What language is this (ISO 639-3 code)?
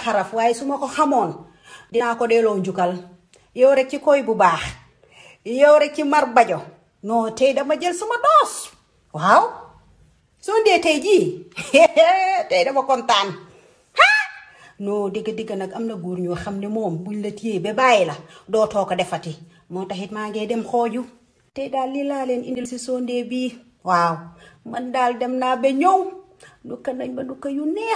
wol